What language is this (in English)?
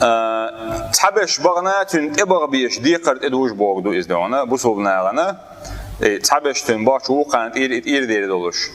Chechen